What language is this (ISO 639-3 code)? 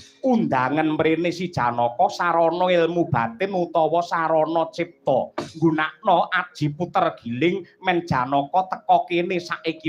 jav